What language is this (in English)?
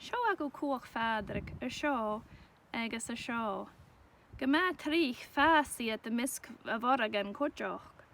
Scottish Gaelic